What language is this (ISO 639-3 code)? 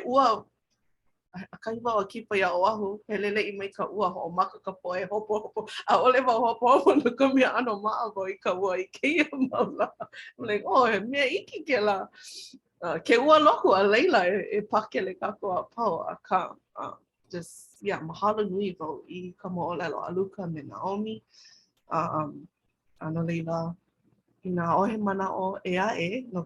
haw